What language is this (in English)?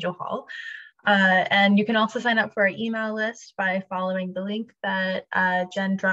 English